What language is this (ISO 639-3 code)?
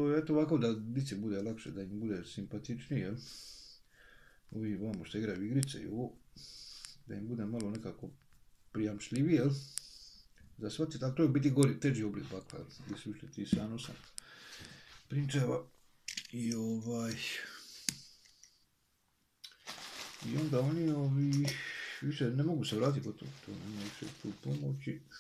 hrv